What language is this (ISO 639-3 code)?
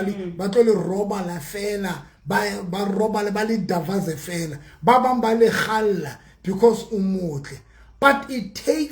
sot